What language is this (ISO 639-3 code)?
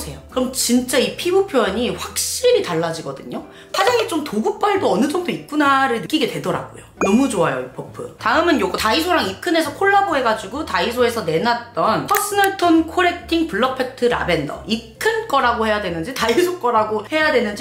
kor